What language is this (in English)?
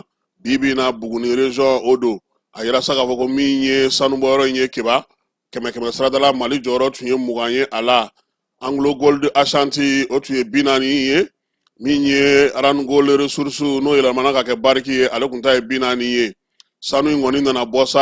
Bambara